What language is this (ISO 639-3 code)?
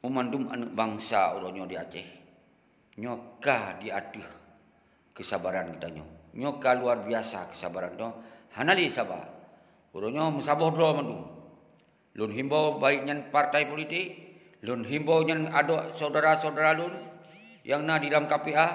ace